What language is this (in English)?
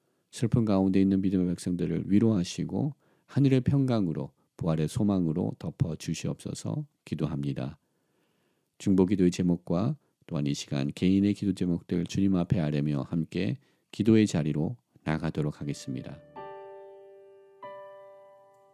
Korean